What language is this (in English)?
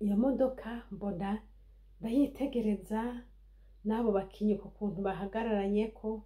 Rundi